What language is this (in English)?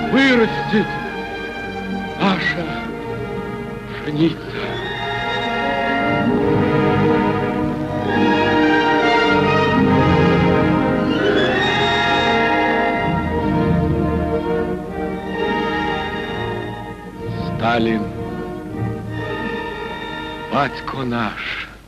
Russian